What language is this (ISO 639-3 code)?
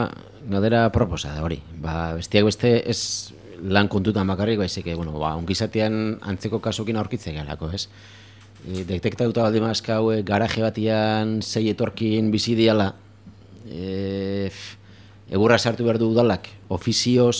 eus